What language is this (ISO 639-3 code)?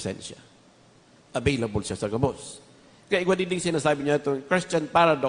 bik